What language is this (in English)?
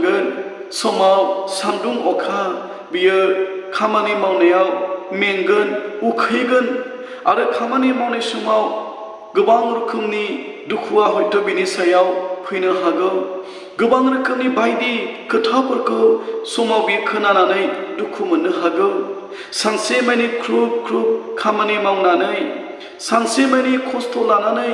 Bodo